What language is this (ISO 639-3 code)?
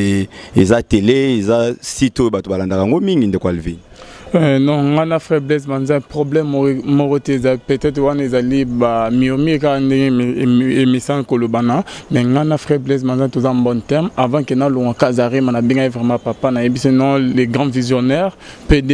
lin